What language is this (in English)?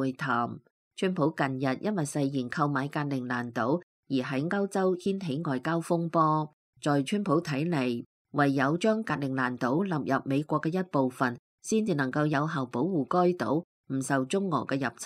Cantonese